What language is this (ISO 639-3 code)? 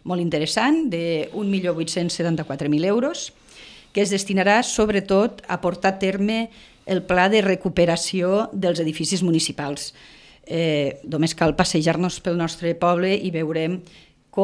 cat